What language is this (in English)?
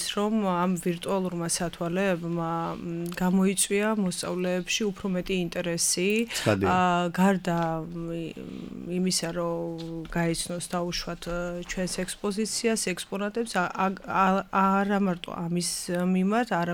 Georgian